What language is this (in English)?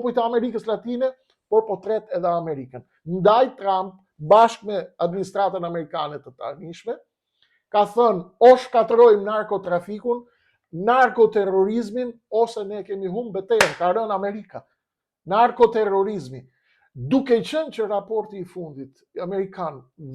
Albanian